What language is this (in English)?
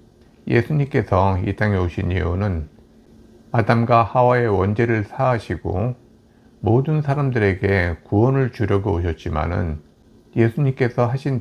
Korean